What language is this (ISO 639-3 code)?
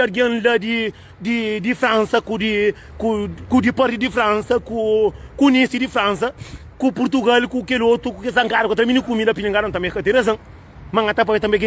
kea